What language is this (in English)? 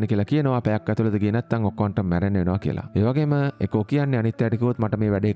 Sinhala